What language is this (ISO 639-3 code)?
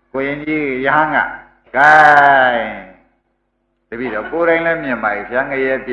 mya